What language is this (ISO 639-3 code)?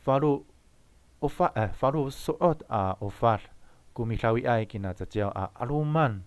ami